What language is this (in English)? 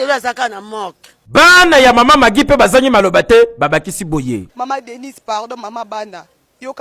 Lingala